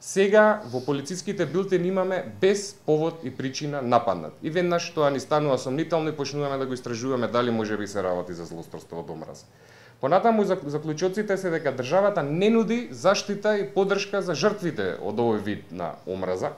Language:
Macedonian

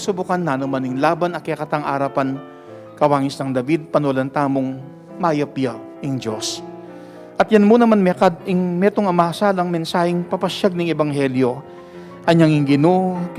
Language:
Pampanga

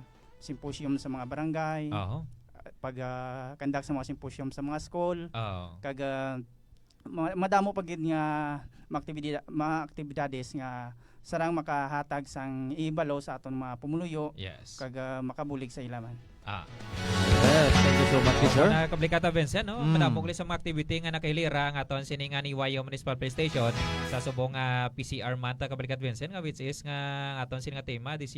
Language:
Hiligaynon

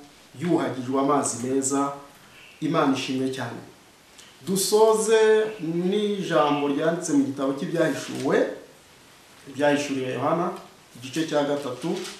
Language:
Kinyarwanda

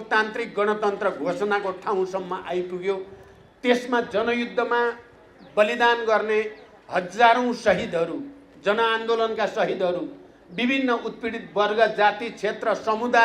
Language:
Nepali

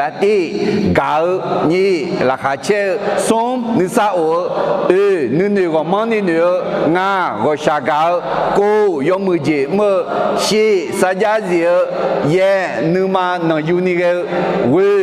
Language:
Akha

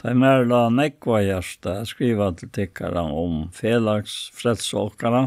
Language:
Faroese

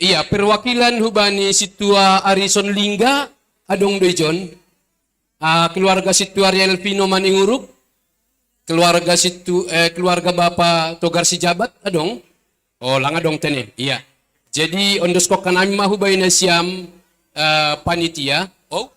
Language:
Batak Simalungun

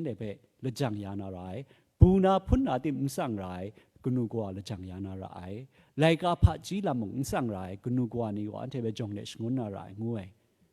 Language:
Kachin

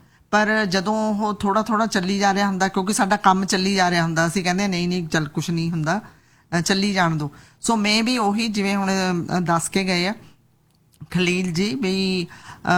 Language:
Punjabi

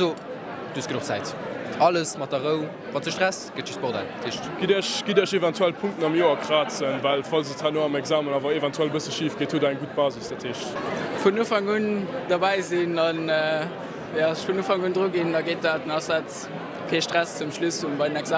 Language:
Luxembourgish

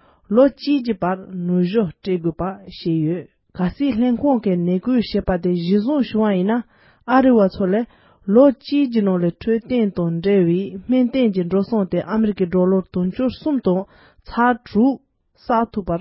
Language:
Tibetan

